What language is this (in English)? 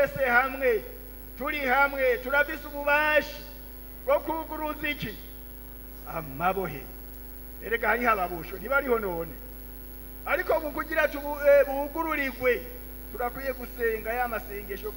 Rundi